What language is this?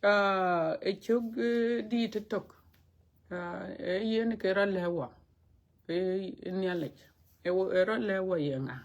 Dinka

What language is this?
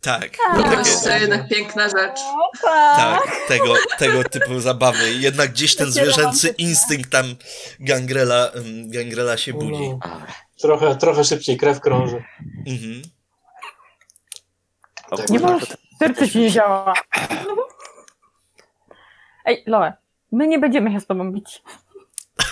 Polish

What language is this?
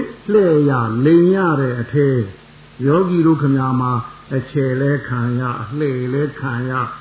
Burmese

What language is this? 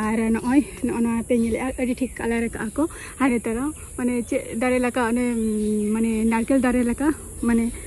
Santali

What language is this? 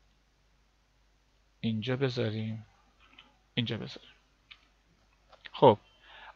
Persian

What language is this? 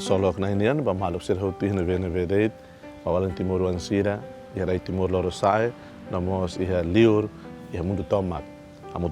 Tetum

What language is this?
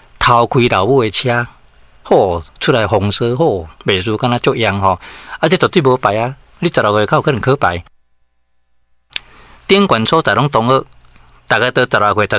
Min Nan Chinese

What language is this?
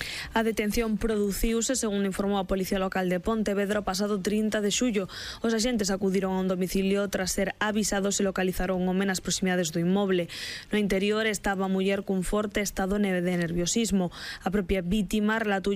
Galician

